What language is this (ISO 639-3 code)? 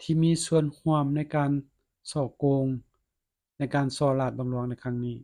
lao